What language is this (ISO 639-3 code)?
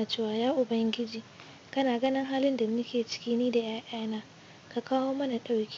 hau